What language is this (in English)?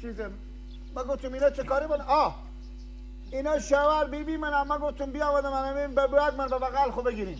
Persian